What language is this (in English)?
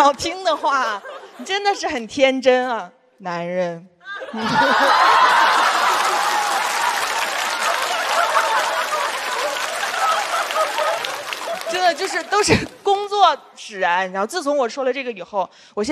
Chinese